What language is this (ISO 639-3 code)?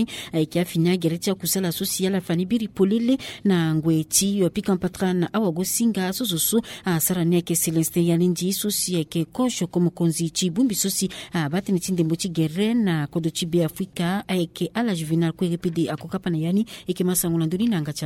sag